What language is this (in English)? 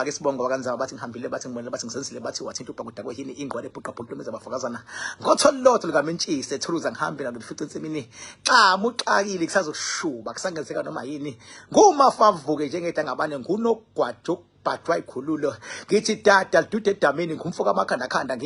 Zulu